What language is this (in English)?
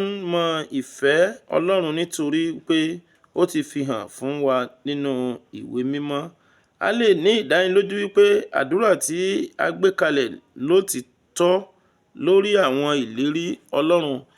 Yoruba